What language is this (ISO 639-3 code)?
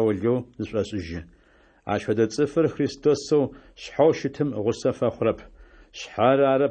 ady